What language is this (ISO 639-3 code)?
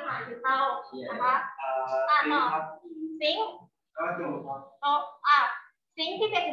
tha